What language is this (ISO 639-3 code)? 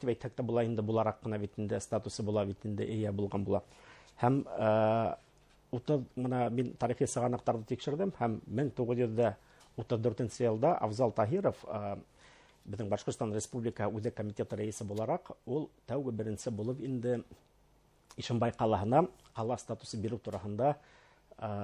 bak